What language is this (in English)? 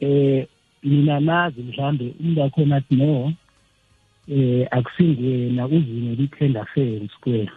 South Ndebele